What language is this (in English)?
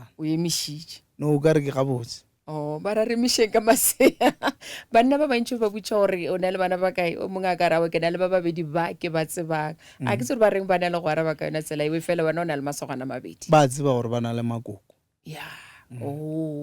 Northern Sotho